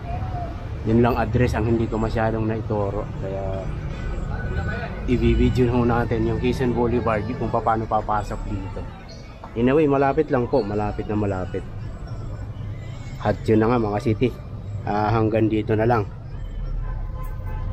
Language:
Filipino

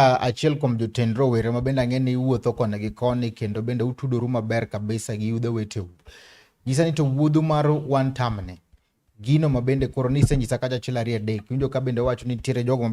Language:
Luo (Kenya and Tanzania)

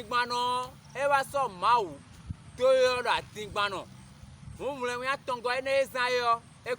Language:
Fon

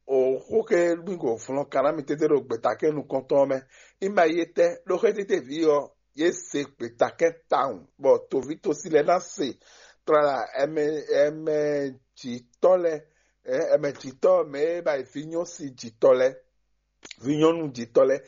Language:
Fon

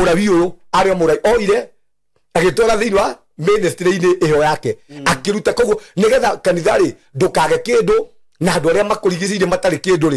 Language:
Kikuyu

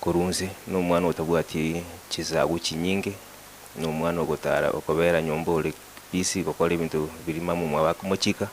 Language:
Gusii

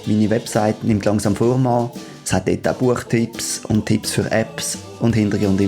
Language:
Swiss German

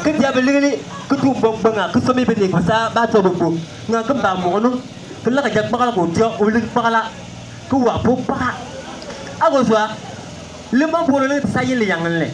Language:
Bimoba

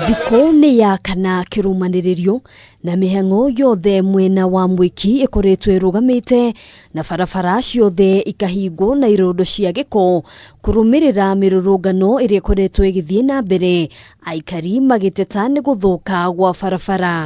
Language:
Kikuyu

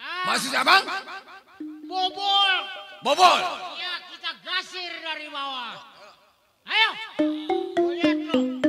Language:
Betawi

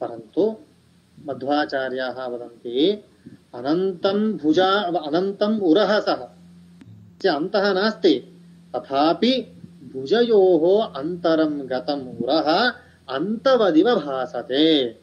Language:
Sanskrit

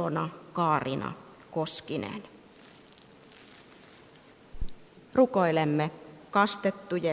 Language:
Finnish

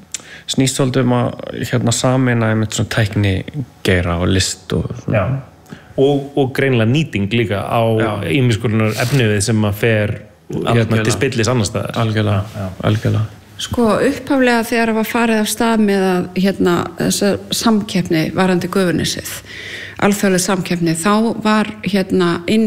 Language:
Icelandic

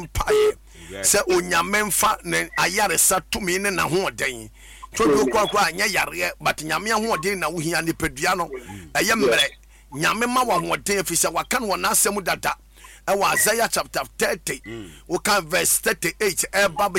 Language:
Akan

